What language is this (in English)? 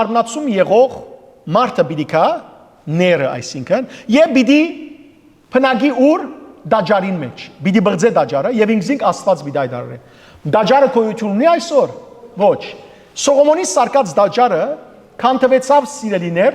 Western Armenian